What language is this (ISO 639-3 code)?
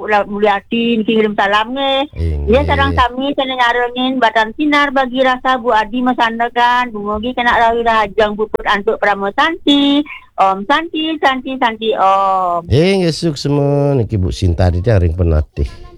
ban